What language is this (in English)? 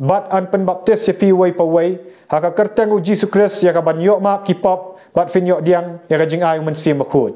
Khasi